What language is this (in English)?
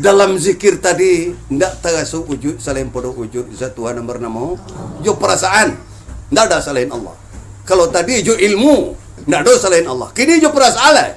Minangkabau